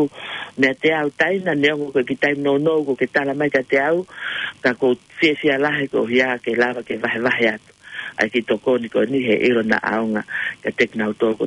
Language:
Tongan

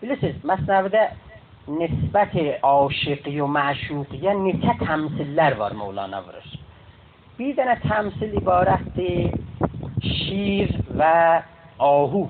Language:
South Azerbaijani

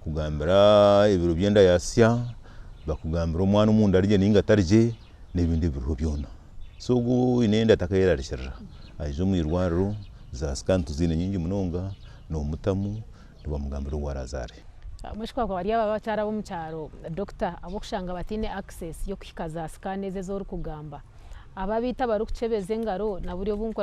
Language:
Nyankole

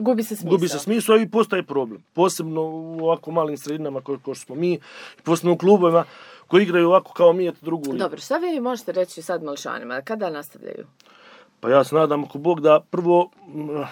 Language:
Croatian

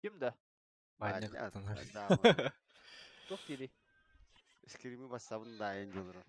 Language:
Yakut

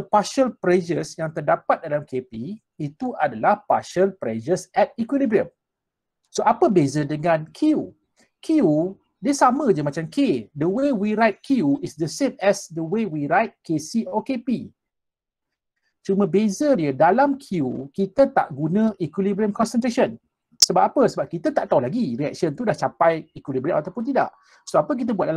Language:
Malay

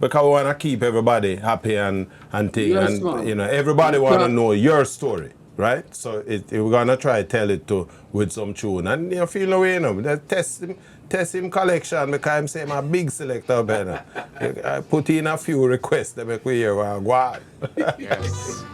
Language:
Jamaican Creole English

